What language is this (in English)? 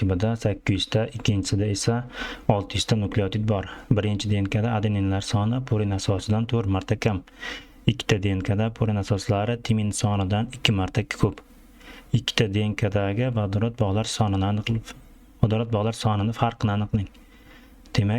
Uzbek